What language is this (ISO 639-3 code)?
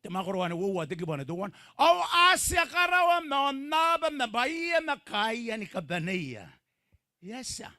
gil